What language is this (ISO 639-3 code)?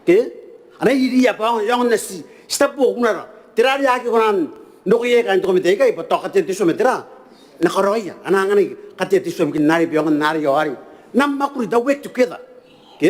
gil